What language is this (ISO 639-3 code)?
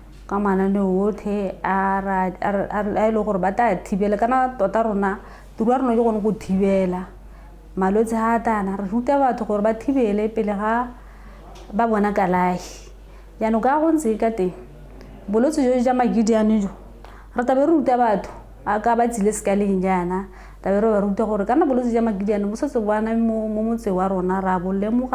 tsn